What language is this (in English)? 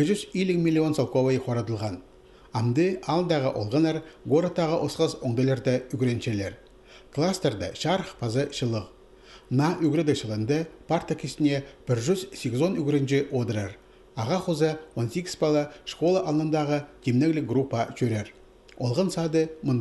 Khakas